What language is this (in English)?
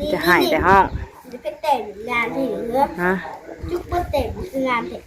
Northeastern Thai